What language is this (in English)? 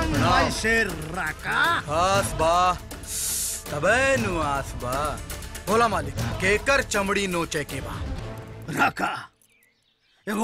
Bhojpuri